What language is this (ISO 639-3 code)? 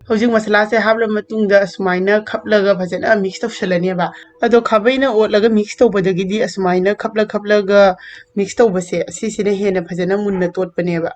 mni